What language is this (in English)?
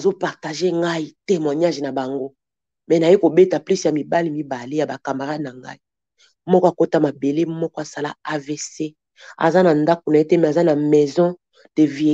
Lingala